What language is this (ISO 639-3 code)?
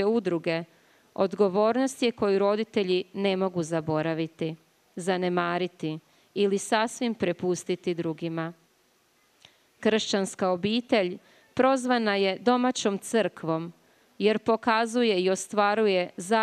hrv